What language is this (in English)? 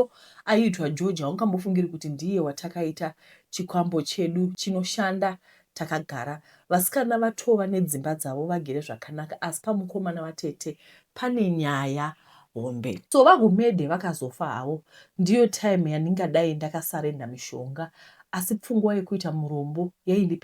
Shona